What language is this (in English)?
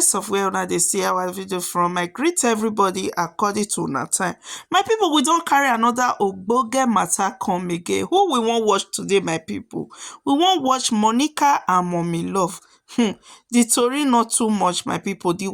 Nigerian Pidgin